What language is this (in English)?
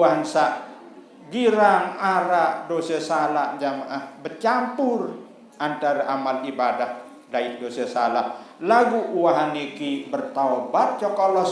Sasak